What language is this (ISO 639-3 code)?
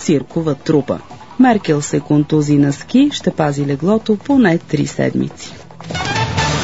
bul